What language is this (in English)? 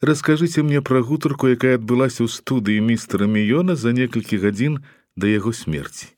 Belarusian